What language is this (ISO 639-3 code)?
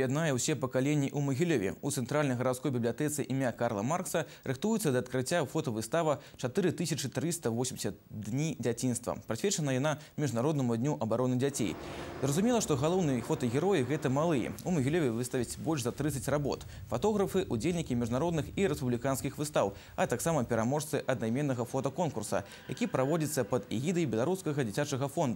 bel